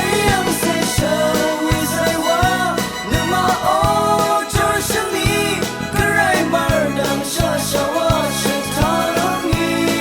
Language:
Rawang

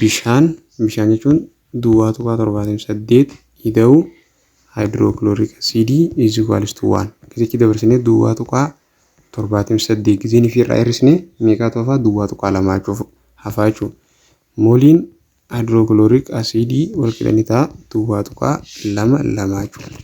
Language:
Oromo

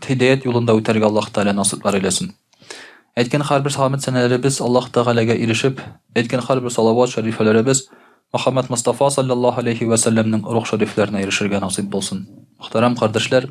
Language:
Tatar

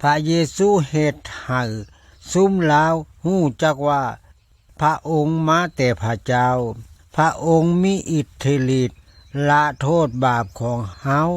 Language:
Lao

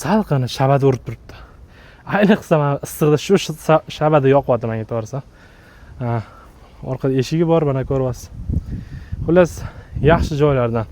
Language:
Uzbek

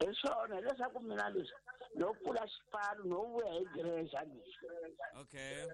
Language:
Tsonga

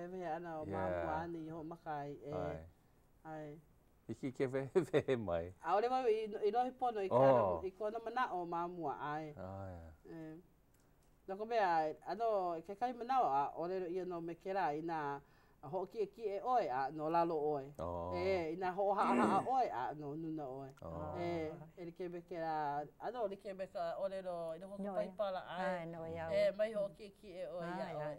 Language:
Hawaiian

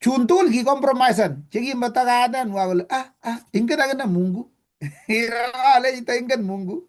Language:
Kalenjin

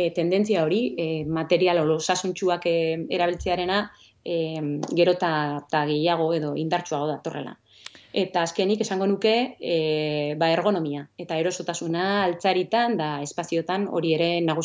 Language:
Basque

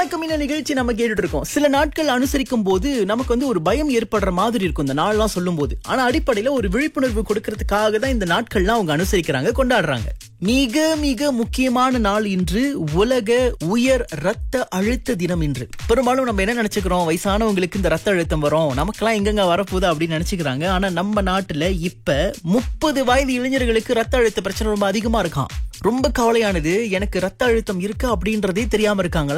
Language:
Tamil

